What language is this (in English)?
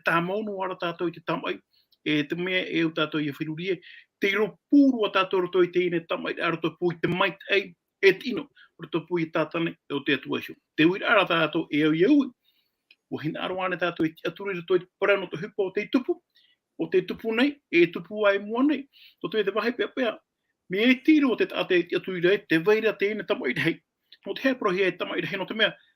Tahitian